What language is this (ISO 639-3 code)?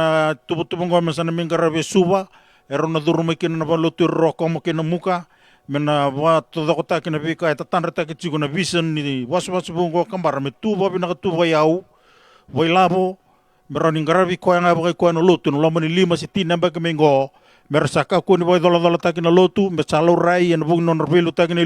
fij